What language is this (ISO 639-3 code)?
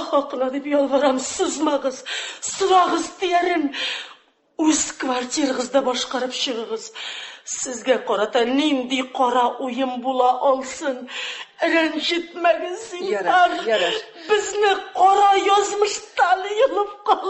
tat